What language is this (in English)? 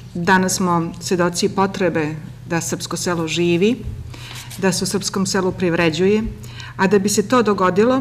Serbian